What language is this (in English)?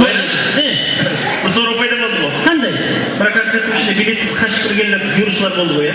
Kara-Kalpak